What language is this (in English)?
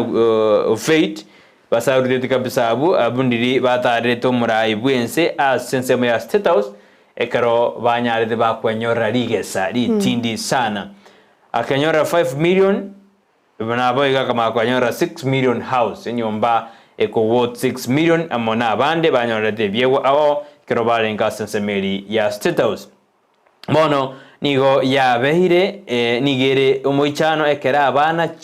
Gusii